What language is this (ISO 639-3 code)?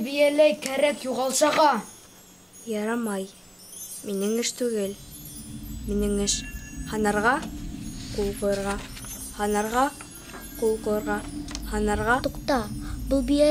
bak